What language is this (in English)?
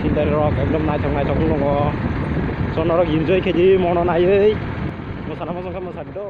Kok Borok